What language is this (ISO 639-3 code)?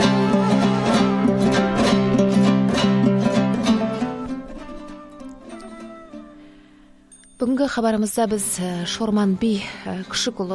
kaz